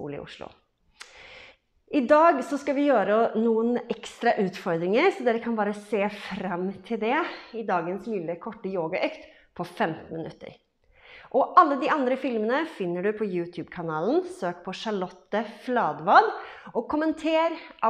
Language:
Norwegian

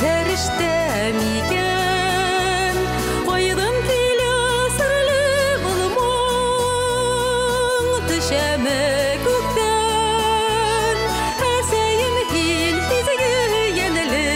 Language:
Bashkir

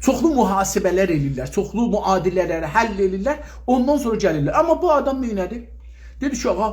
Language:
South Azerbaijani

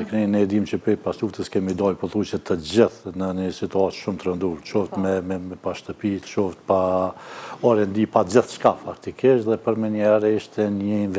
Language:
Albanian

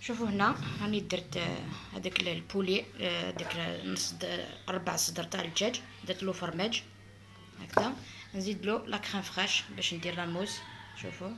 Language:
Algerian Arabic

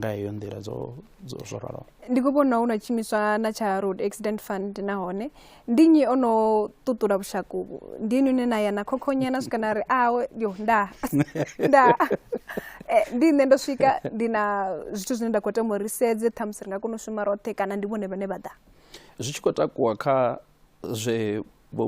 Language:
Venda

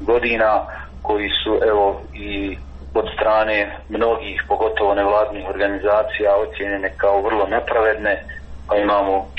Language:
Croatian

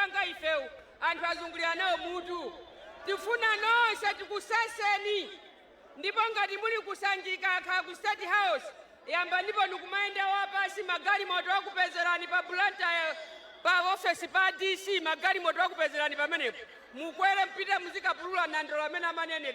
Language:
Nyanja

